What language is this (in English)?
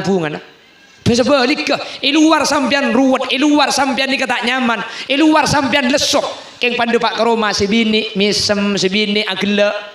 Madurese